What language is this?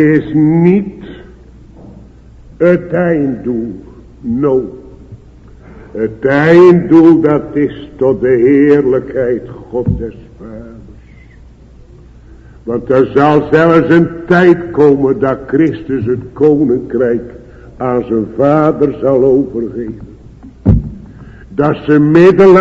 Dutch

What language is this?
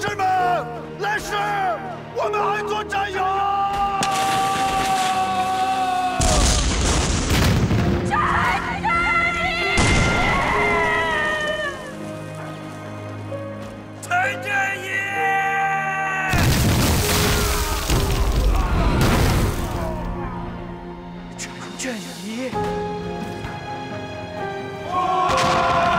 Chinese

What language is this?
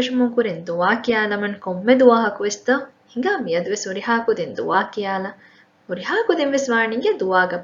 Divehi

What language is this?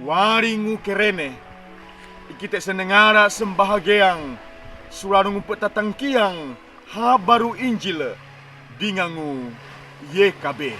Sangir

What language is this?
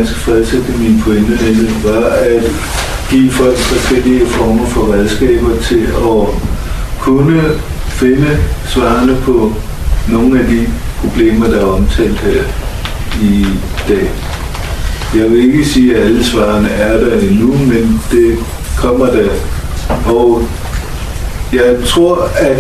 Danish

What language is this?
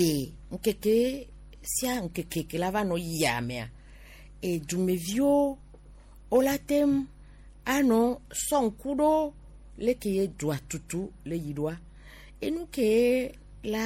Gen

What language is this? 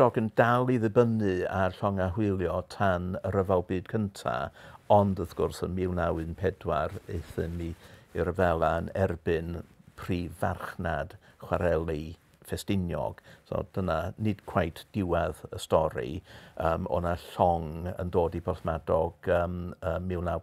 Welsh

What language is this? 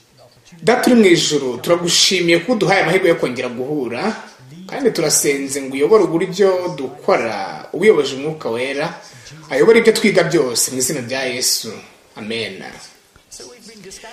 Kinyarwanda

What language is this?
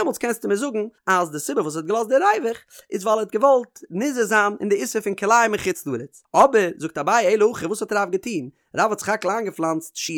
Yiddish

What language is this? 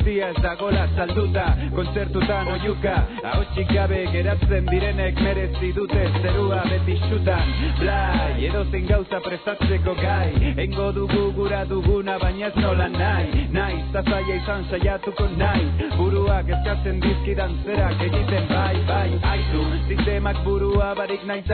Basque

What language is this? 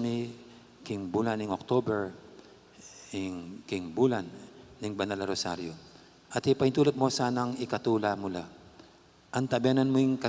Pampanga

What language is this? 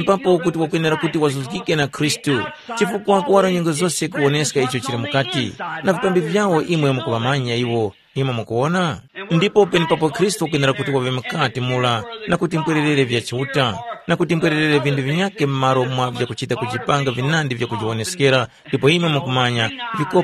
Tumbuka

